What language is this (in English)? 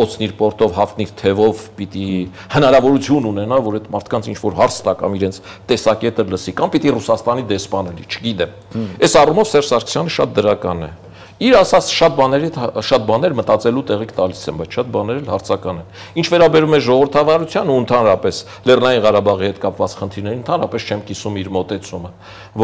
Armenian